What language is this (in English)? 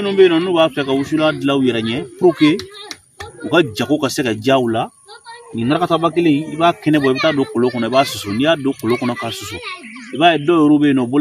Bambara